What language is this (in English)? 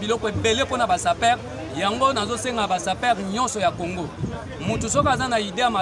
Lingala